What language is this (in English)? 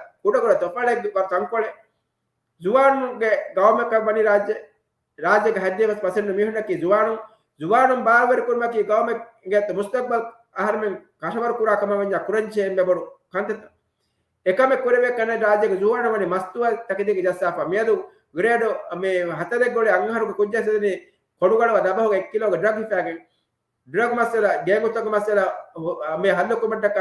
Divehi